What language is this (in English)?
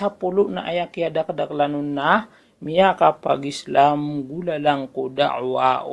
Maranao